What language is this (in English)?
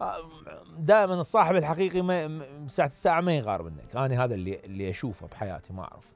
Mesopotamian Arabic